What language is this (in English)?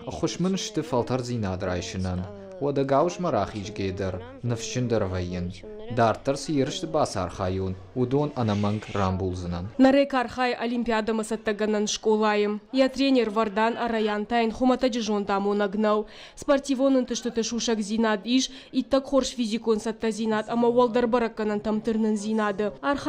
Ossetic